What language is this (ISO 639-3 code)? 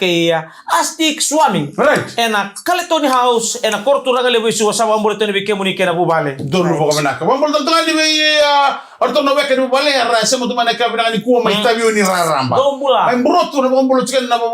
fij